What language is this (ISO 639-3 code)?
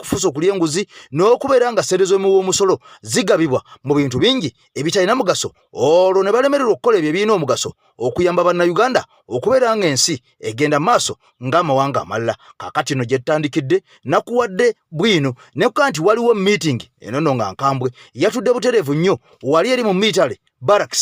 lug